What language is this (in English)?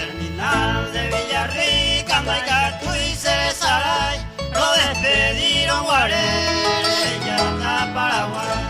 Guarani